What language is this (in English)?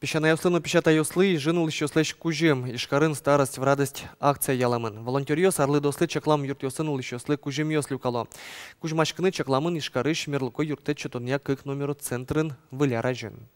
Udmurt